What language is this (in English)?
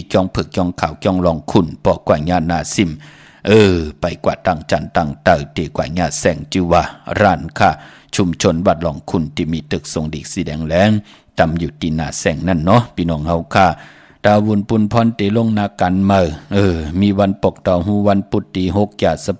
Shan